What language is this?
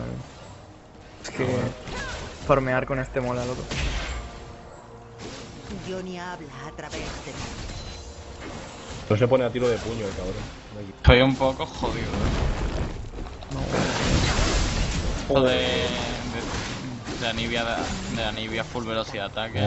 Spanish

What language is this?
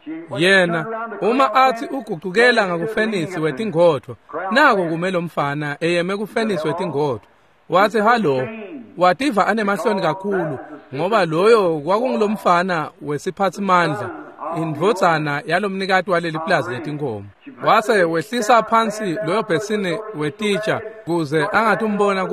Swati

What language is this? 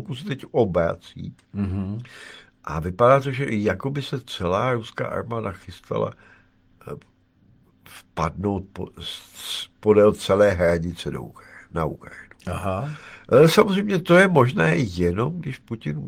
Czech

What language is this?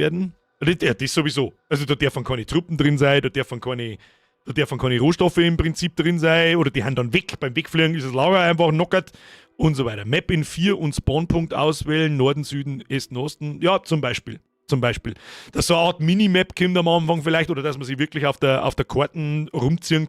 Bavarian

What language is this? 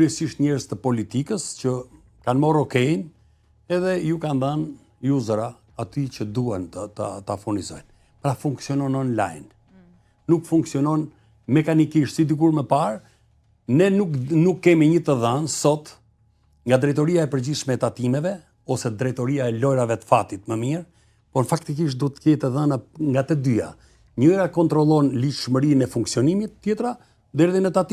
Albanian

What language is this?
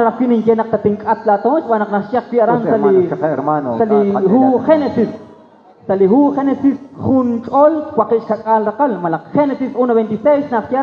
Kekchí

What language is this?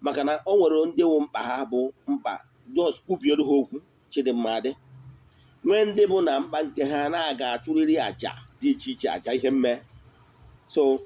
Igbo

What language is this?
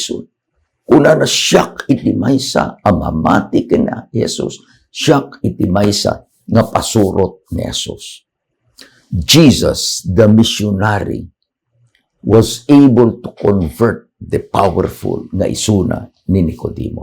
Iloko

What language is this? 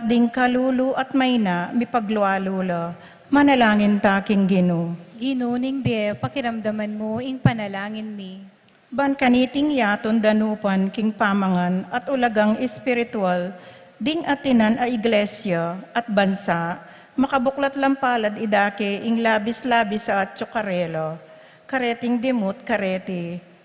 Pampanga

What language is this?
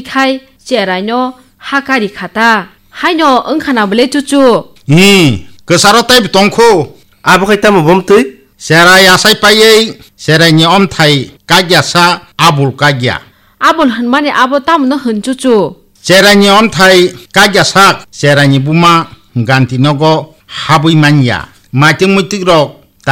Kok Borok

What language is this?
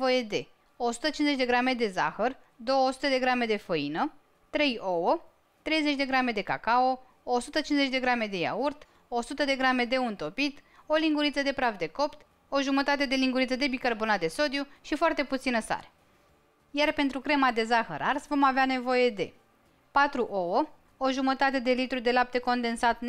Romanian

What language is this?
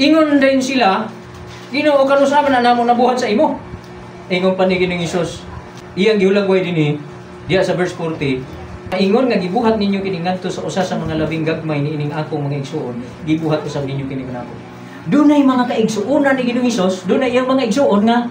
Cebuano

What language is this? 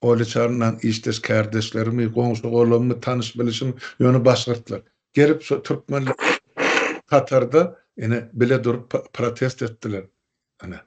Turkmen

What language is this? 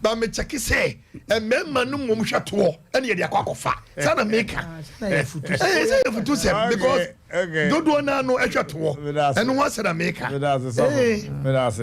Akan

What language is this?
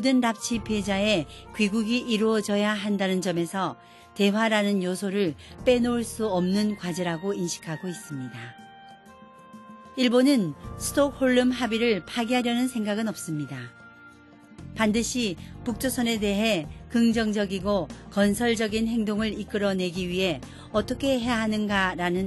Korean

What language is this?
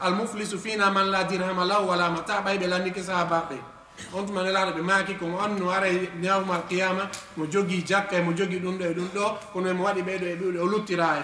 Fula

